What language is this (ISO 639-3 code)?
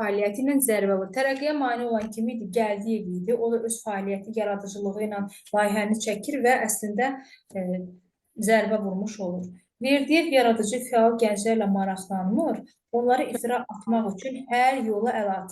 aze